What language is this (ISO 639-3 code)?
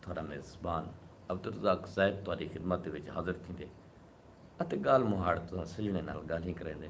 skr